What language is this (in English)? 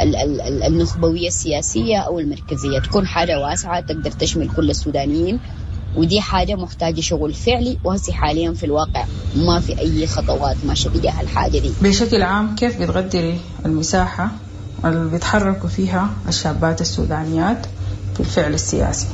Sudanese Arabic